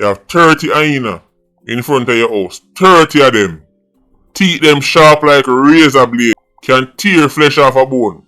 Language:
Jamaican Creole English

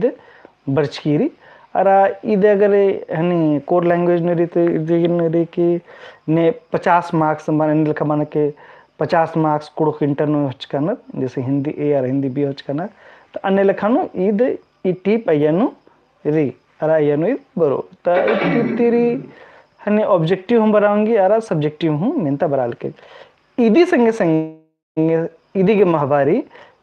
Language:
Kurukh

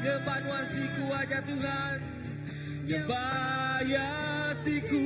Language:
Iban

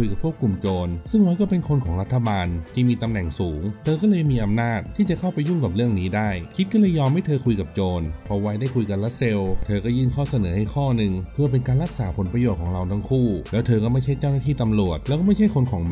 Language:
Thai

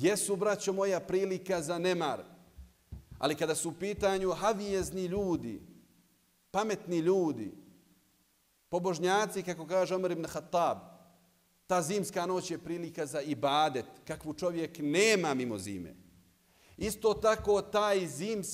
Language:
Bosnian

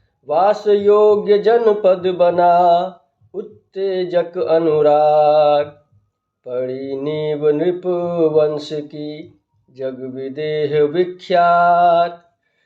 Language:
Maithili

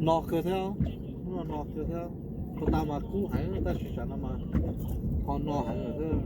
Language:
Hmong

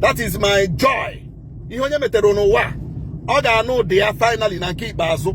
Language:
Igbo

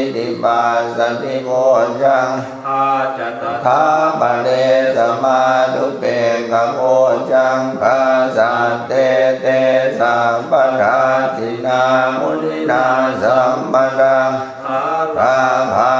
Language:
Pali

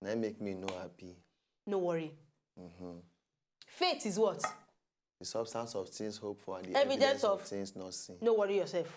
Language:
Nigerian Pidgin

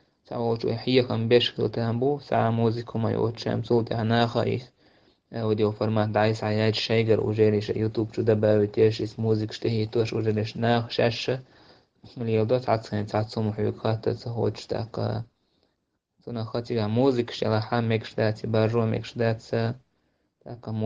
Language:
Chechen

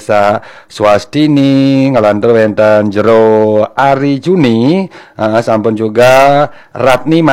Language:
Balinese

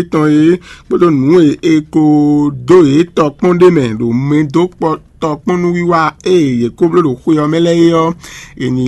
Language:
Fon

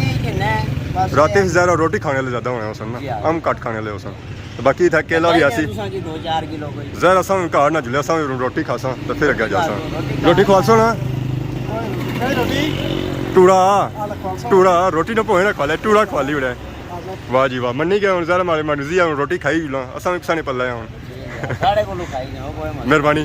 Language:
Pahari-Potwari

